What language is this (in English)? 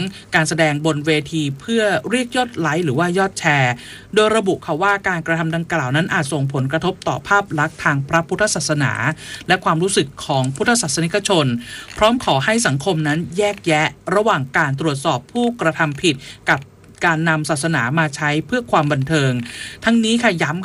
Thai